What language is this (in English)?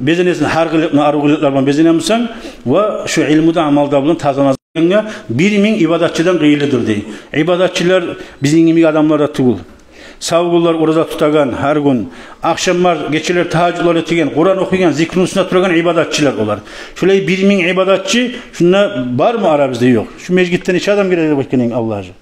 Kumyk